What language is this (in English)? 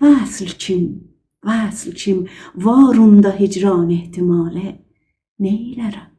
South Azerbaijani